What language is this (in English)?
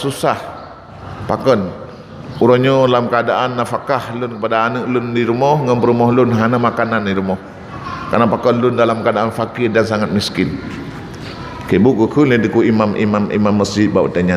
Achinese